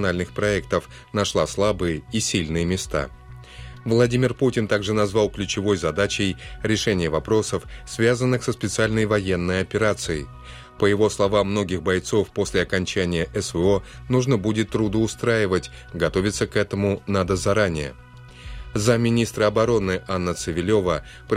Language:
Russian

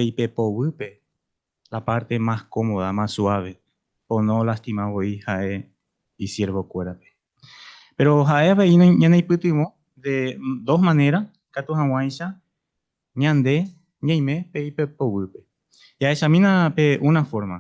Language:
Guarani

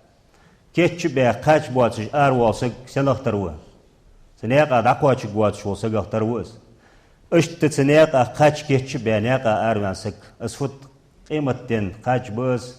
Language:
Ingush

